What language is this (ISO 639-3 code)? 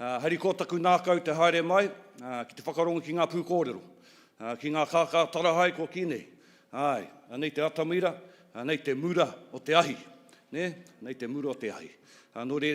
mri